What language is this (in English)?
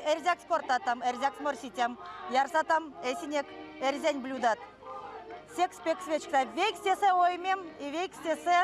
Erzya